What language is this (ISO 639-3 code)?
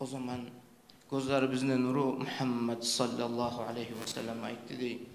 kum